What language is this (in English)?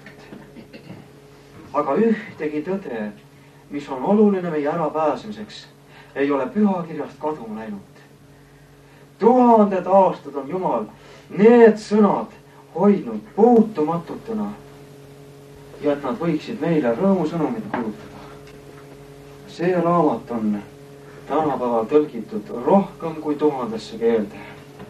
Estonian